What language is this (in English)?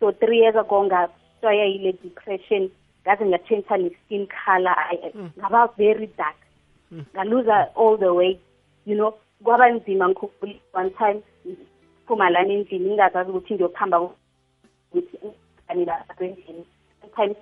South Ndebele